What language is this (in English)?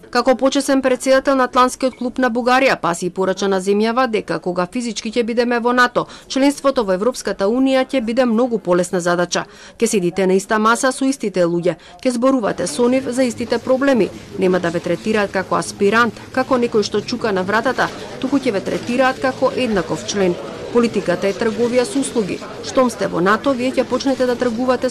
Macedonian